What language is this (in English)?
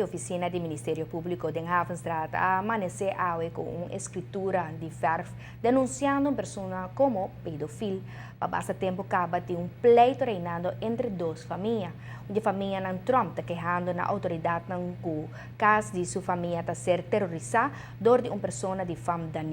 Papiamento